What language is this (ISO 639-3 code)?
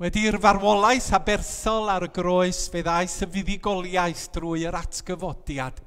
cym